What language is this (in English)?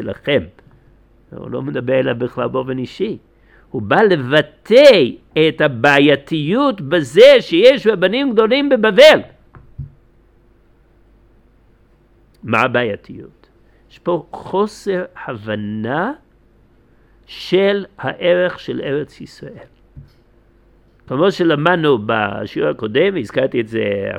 Hebrew